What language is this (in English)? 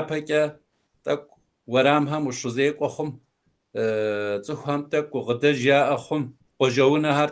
Kabardian